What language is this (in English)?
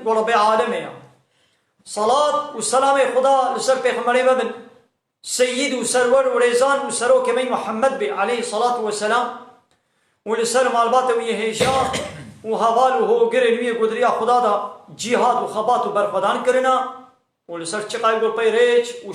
Kurdish